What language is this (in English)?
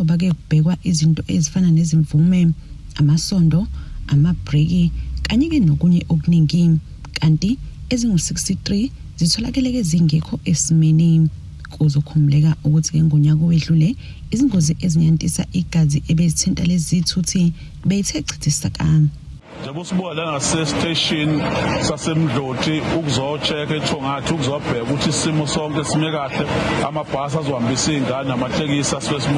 Zulu